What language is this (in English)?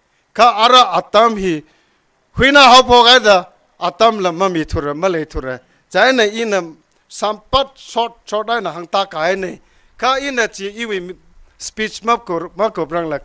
Tangkhul Naga (India)